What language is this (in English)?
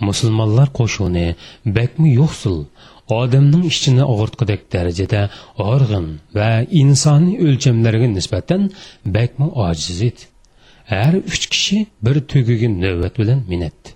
Uyghur